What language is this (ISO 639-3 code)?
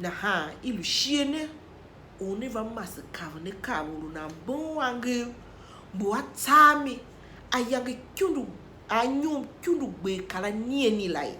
tiv